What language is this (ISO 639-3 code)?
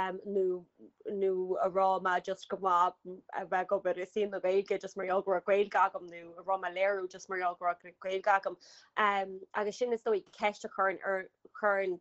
gle